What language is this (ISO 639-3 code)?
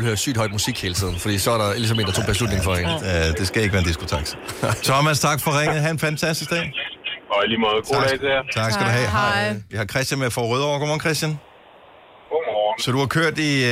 dan